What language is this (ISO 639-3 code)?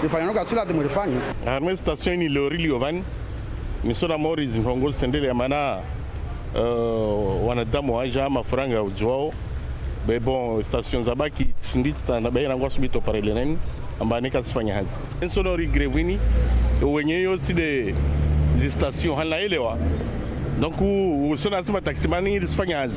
zdj